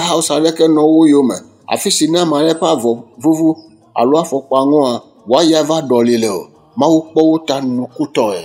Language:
Ewe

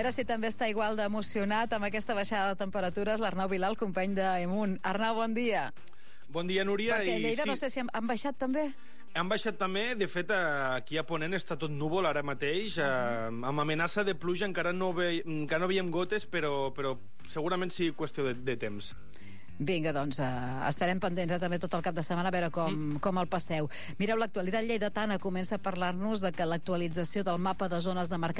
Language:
Catalan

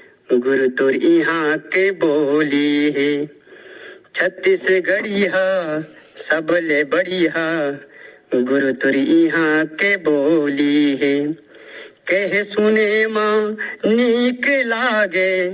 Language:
Chhattisgarhi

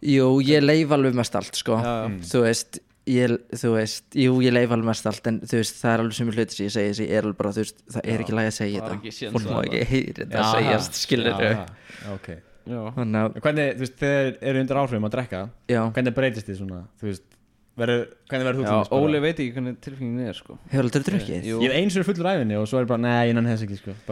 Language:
Icelandic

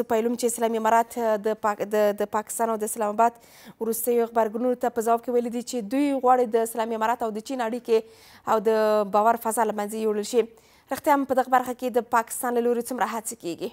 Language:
Pashto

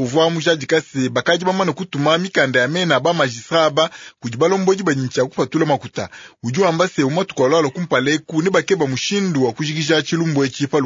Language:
Luba-Lulua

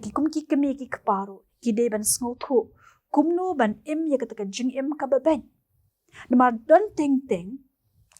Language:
Khasi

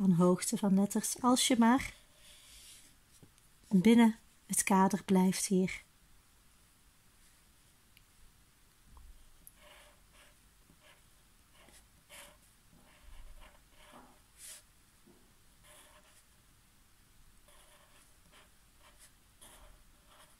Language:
Dutch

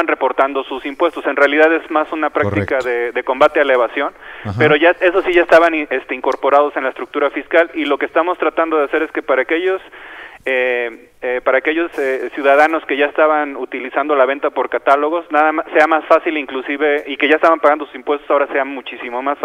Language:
Spanish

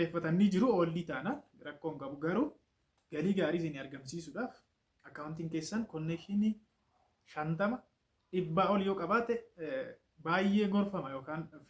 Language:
Oromo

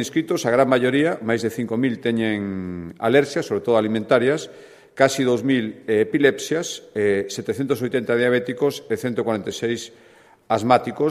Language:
Galician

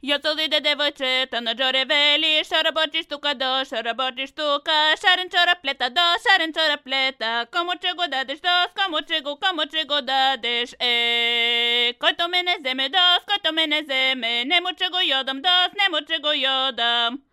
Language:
Slovenian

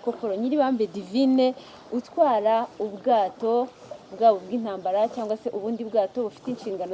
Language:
Kinyarwanda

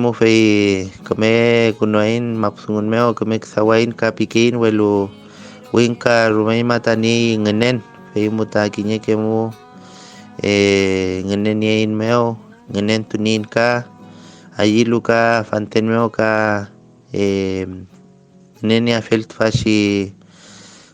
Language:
Mapuche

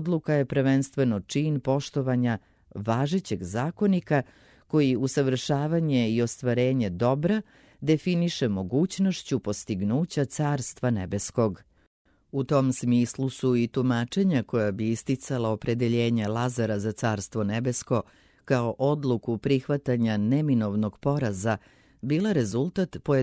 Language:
Serbian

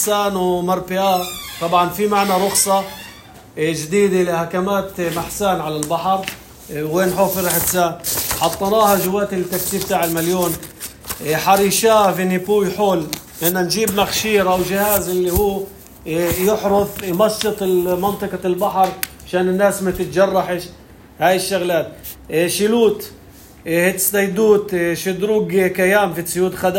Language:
North Levantine Arabic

